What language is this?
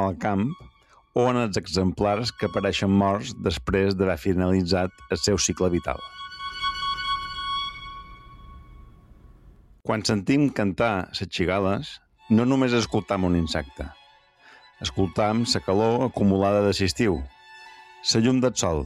Catalan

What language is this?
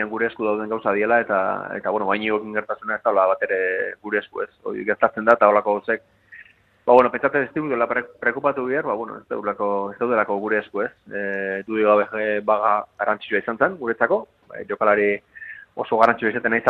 Basque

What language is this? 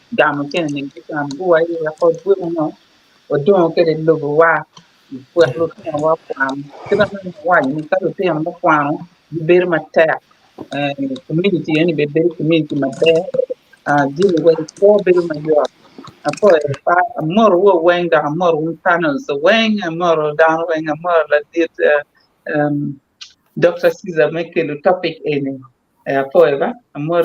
Acoli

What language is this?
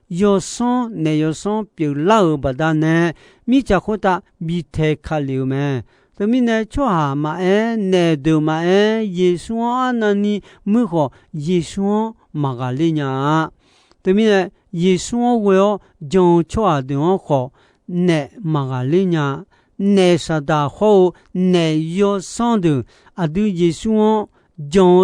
Akha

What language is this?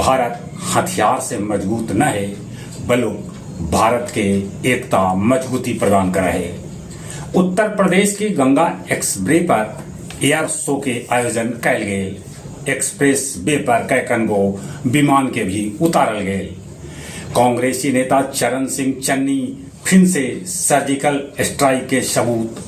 Magahi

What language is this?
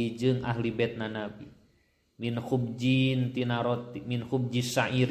Sundanese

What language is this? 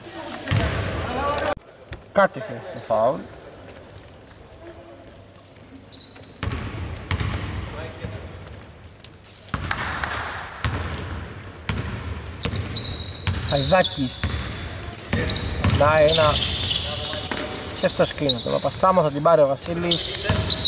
Greek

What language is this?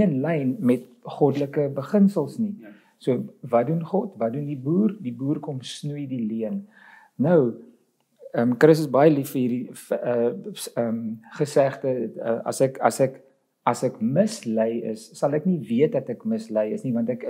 Afrikaans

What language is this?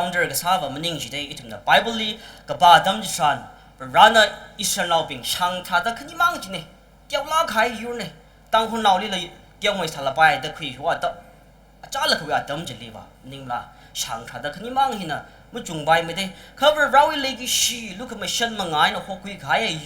Tangkhul Naga (India)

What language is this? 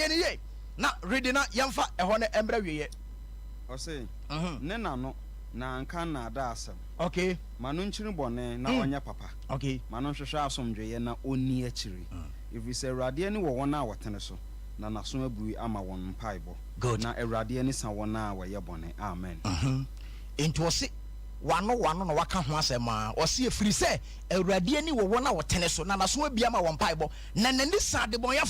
Akan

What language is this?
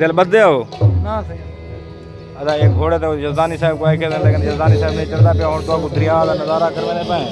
Saraiki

